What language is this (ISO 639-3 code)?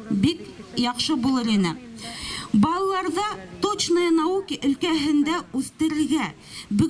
bak